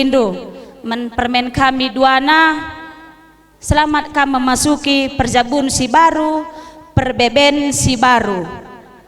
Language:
Batak Karo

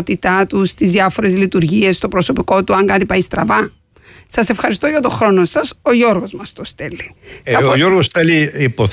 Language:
Greek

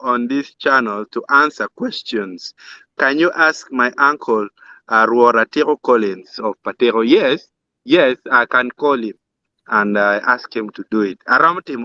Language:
Acoli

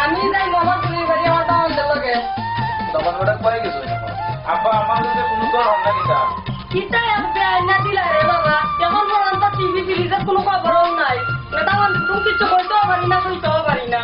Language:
Sylheti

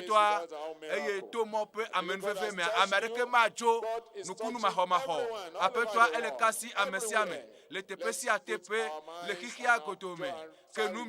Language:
Ewe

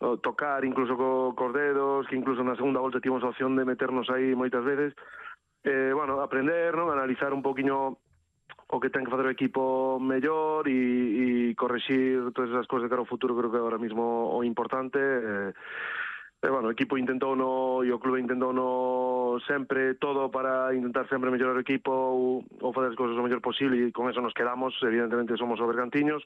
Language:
Galician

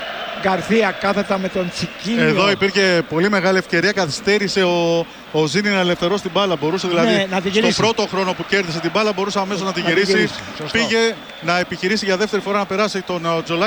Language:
Greek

